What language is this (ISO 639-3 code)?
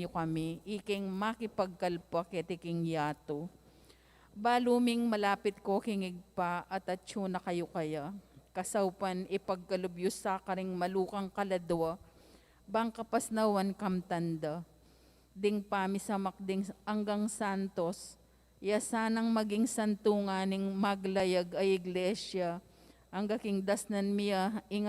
pam